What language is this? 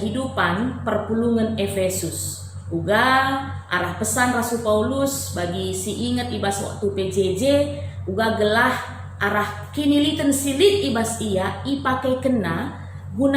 Batak Karo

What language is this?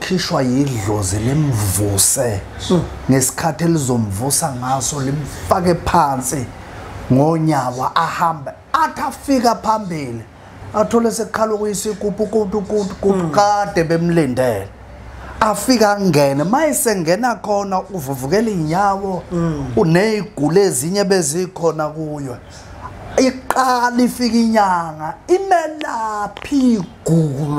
Zulu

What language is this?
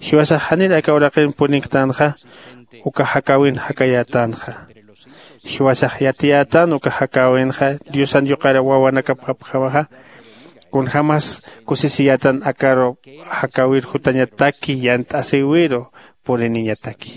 Aymara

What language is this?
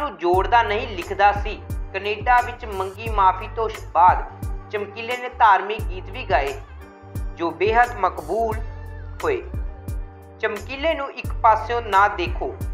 Punjabi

